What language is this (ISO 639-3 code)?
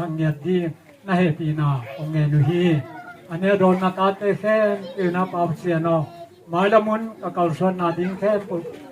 ctd